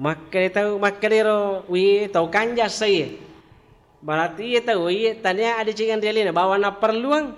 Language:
Buginese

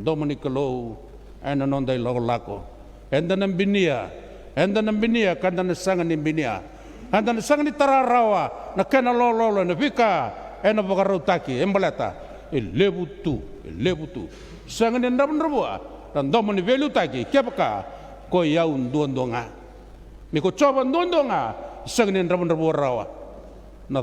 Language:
Fijian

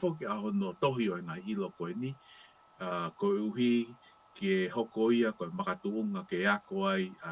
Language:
Tongan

